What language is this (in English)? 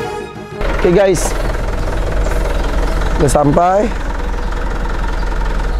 Indonesian